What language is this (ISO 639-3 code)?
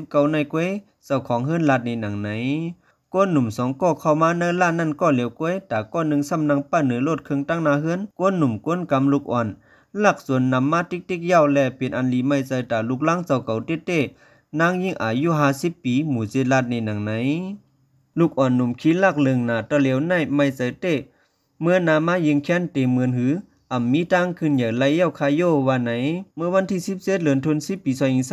shn